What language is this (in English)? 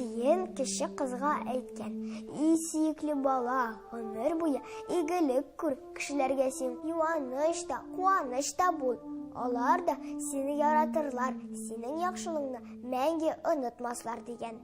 Tatar